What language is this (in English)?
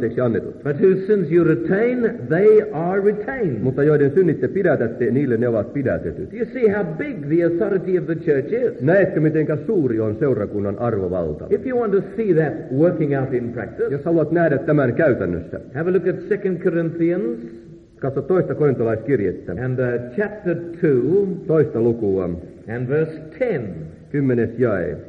Finnish